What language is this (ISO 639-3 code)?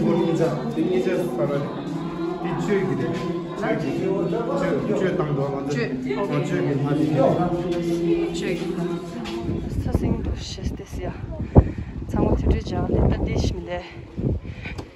bod